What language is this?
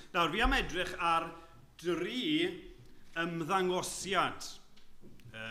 Welsh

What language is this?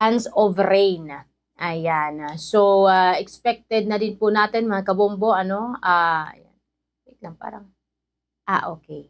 Waray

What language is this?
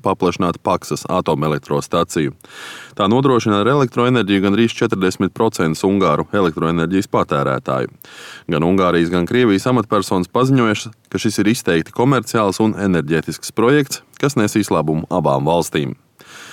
Latvian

